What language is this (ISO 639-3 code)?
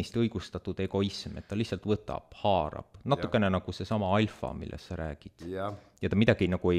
est